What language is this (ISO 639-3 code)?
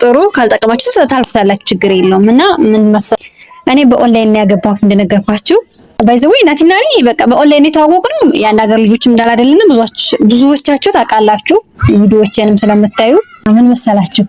amh